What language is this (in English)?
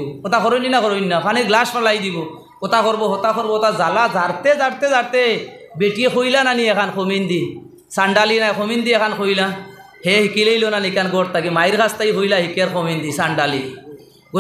Sylheti